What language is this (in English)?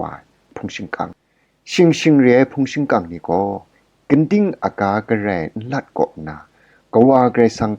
Kachin